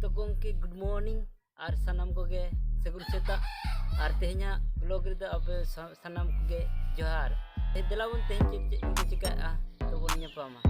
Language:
Santali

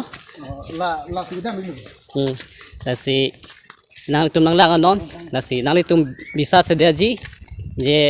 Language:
Karbi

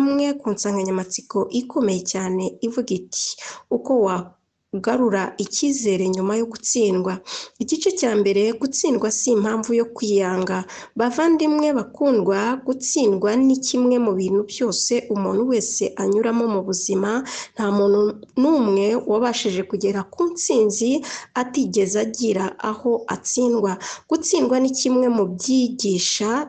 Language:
Kinyarwanda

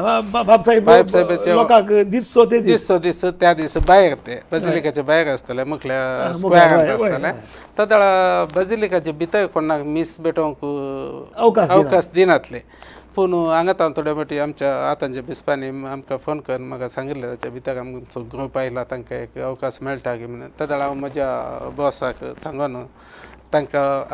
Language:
Konkani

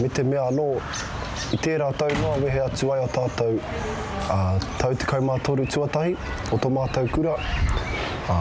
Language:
Māori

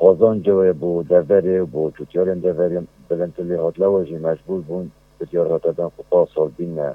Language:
Kurdish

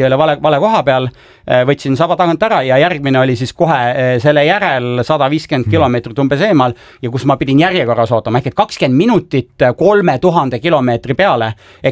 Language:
Estonian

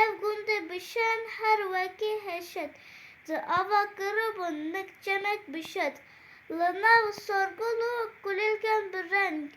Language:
Kurdish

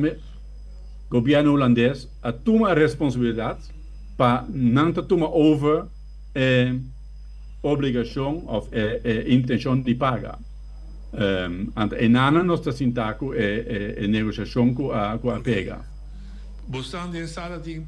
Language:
Papiamento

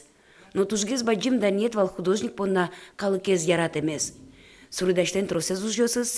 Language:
Udmurt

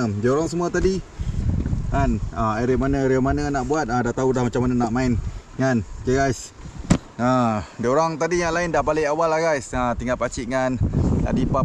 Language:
Malay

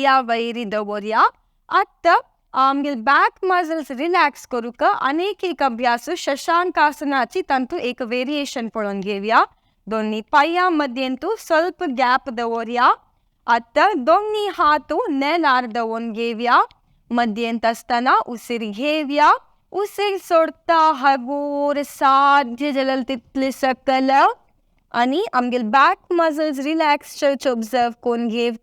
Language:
Konkani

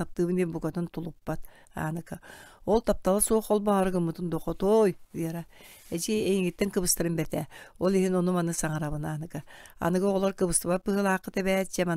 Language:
Yakut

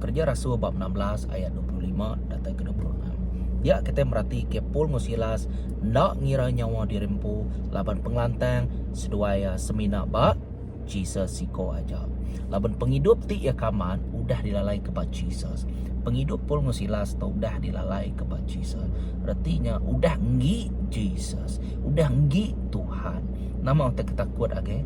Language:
Iban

